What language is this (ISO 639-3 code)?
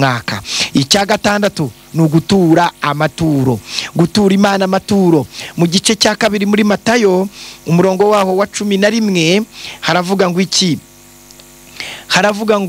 kin